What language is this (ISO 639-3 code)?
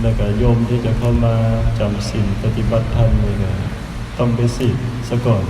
lao